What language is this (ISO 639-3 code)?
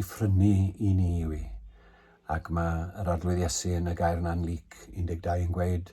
cym